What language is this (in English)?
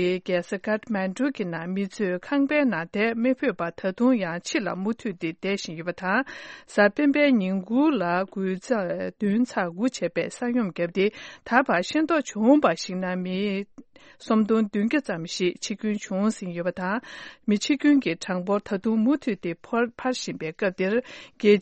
Tibetan